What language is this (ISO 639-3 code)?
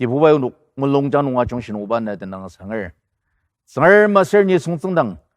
njo